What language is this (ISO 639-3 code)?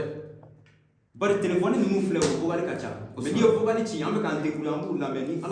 bam